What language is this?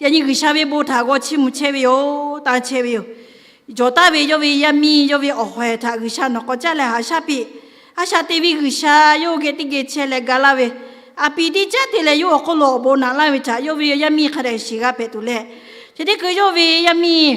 Lahu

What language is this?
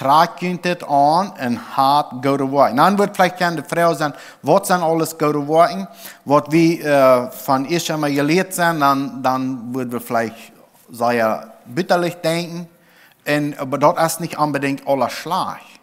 Plautdietsch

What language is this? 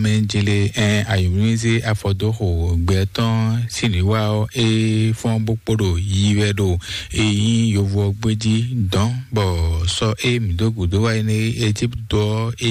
Fon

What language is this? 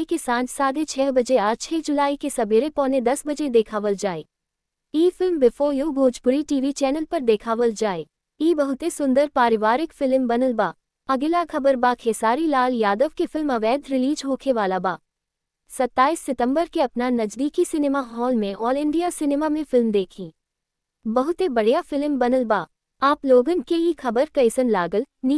Bhojpuri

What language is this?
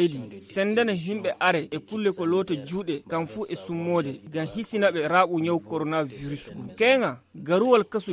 Nigerian Fulfulde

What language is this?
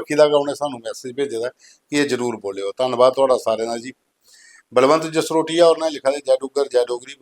Dogri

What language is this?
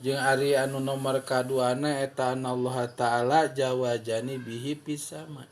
Sundanese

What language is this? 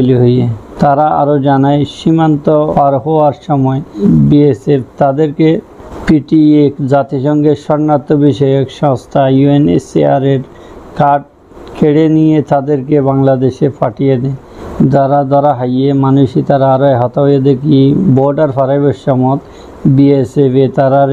Rohingya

